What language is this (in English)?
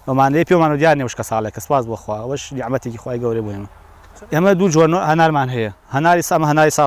Central Kurdish